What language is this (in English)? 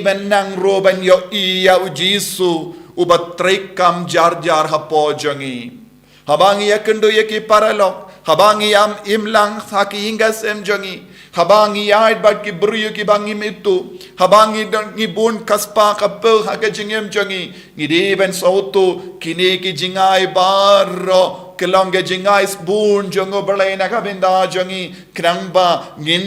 Khasi